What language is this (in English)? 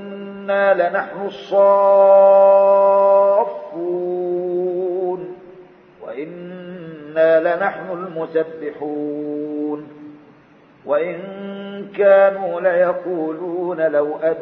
Arabic